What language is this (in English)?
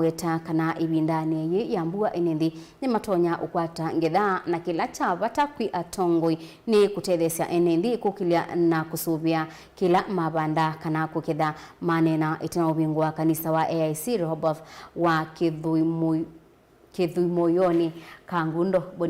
Kamba